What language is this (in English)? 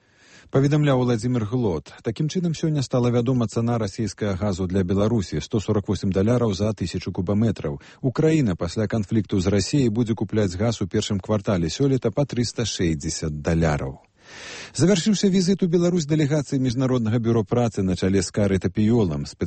Belarusian